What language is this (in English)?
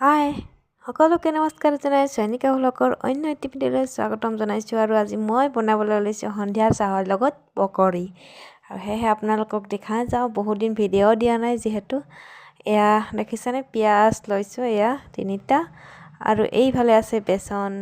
Assamese